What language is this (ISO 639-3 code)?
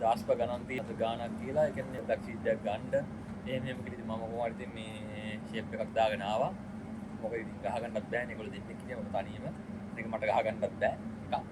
sin